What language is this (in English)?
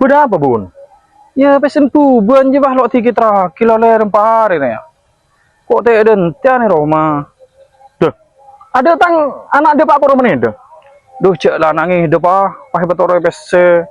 Madurese